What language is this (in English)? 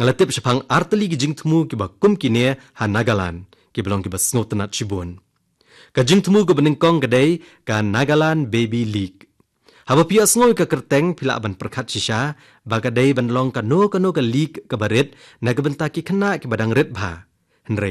Khasi